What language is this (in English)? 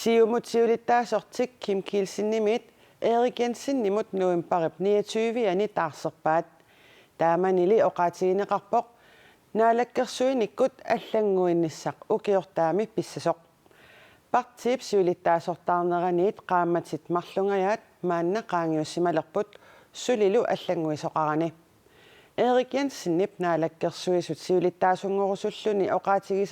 Kalaallisut